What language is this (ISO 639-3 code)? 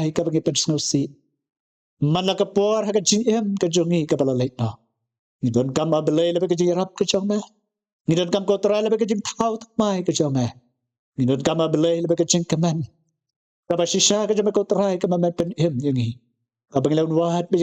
kha